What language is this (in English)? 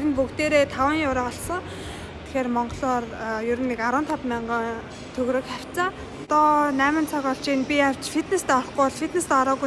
Mongolian